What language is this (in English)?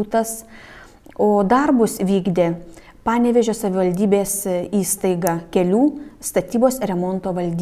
Lithuanian